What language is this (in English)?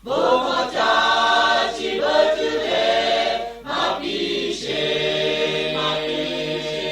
Lahu